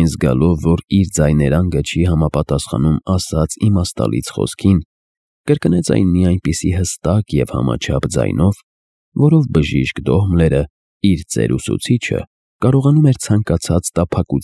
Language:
Armenian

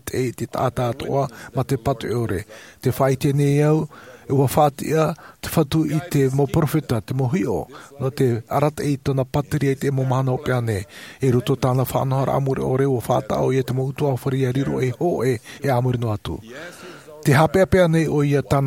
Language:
Tahitian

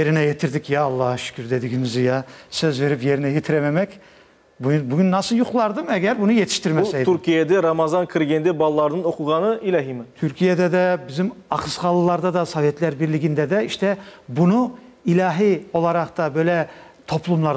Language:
Crimean Tatar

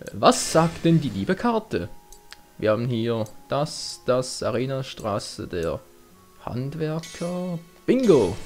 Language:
Swiss German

